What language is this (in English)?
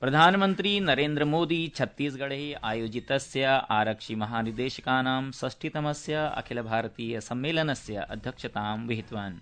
Sanskrit